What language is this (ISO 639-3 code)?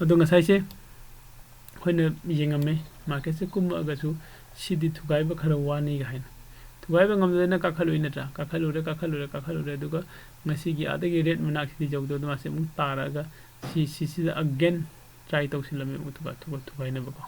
mni